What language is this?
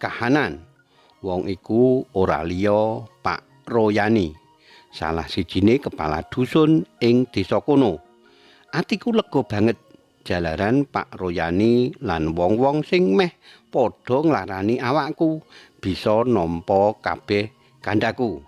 Javanese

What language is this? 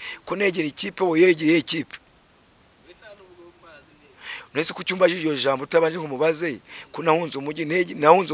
Kinyarwanda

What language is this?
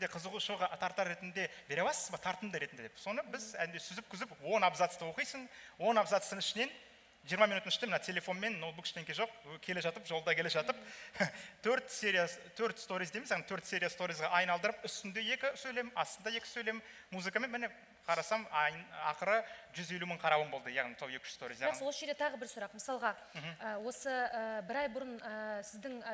Kazakh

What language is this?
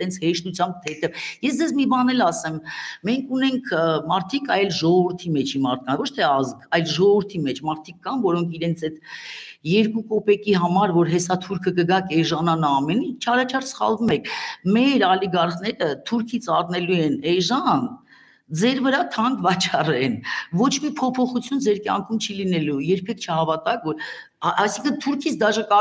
Armenian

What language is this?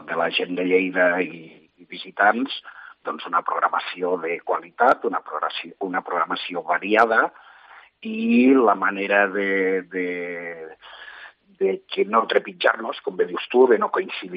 Catalan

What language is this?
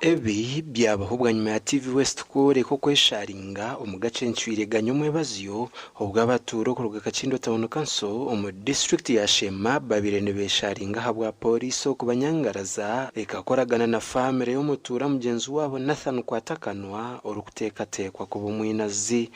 Nyankole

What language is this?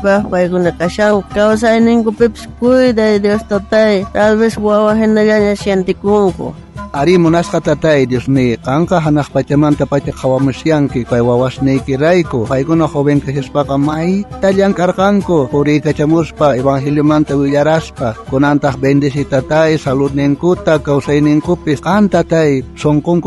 South Bolivian Quechua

